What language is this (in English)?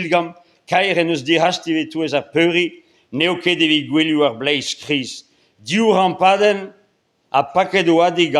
Breton